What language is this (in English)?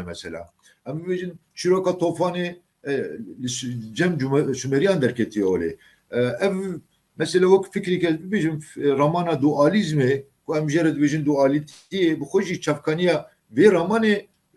Kurdish